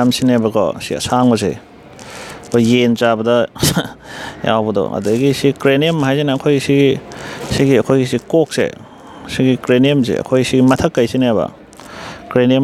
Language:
Manipuri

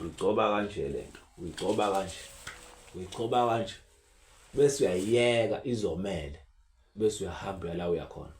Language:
Zulu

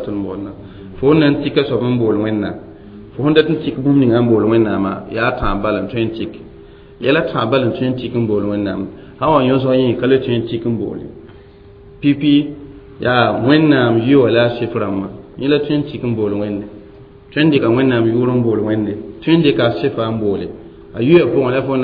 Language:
Mossi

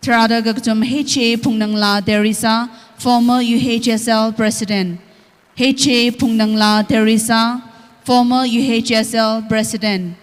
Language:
Tangkhul Naga (India)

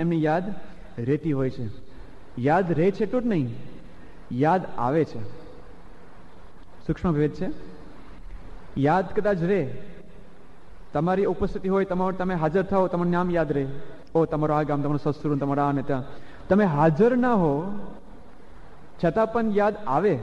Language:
Gujarati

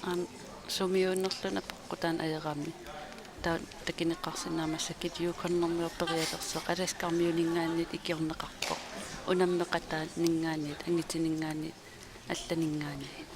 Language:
Kalaallisut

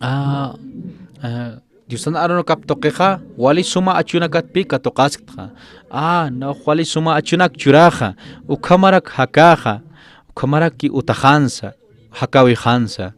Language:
Aymara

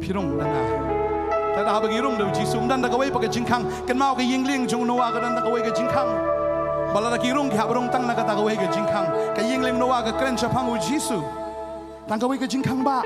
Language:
Khasi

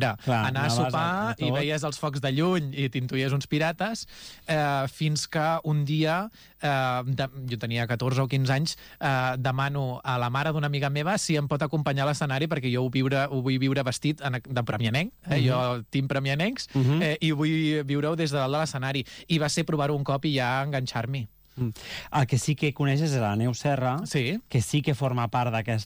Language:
Catalan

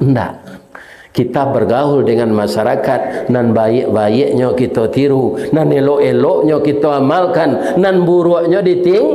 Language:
Minangkabau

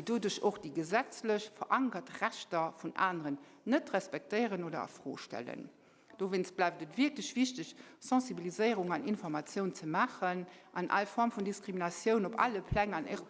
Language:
Luxembourgish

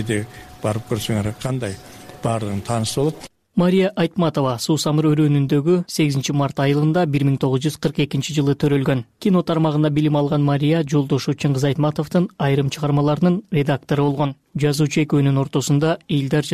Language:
Kyrgyz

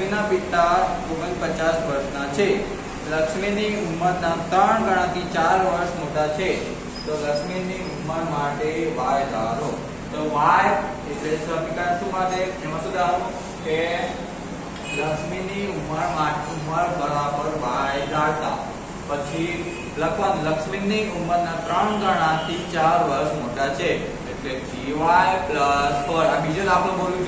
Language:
Gujarati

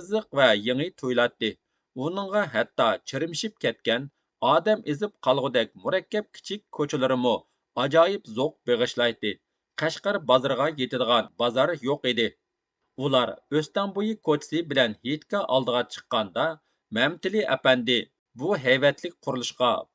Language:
Uyghur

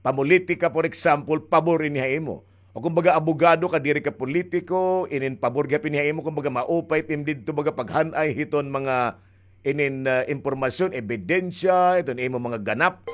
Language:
Waray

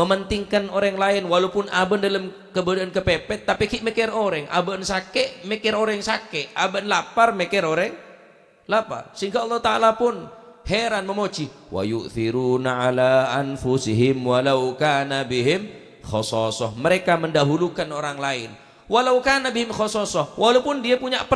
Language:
Madurese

